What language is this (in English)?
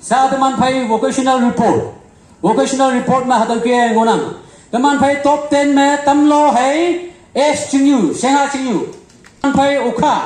Konyak Naga